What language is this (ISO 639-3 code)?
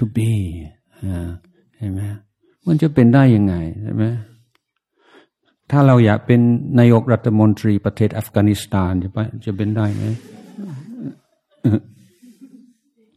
tha